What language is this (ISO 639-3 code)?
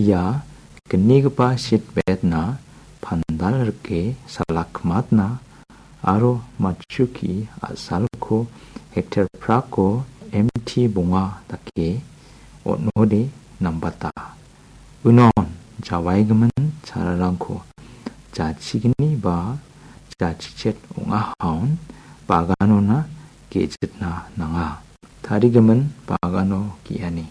grt